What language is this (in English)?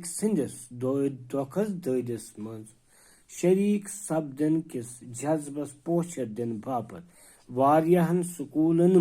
Kashmiri